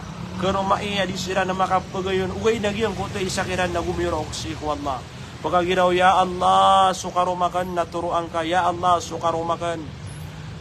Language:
Maranao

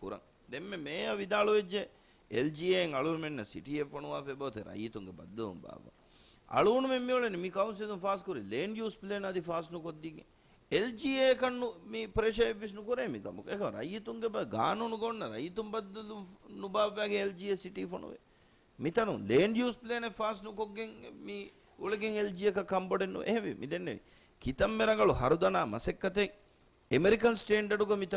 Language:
Divehi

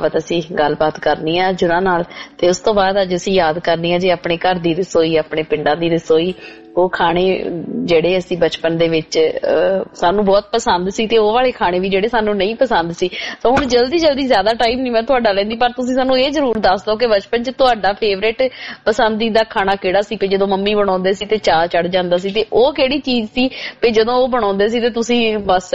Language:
Punjabi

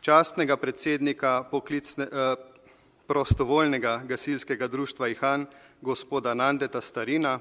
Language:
Slovenian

